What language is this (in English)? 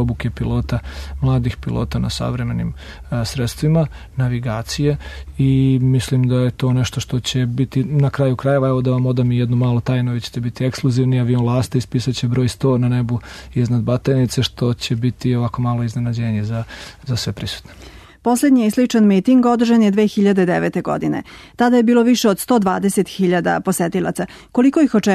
Serbian